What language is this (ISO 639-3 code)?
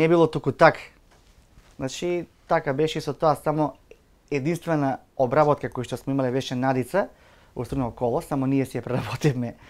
mkd